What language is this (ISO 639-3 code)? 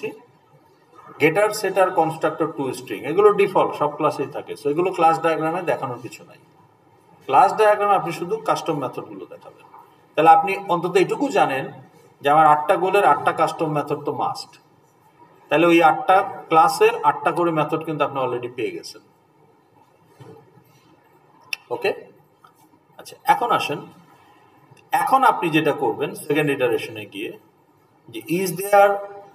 ben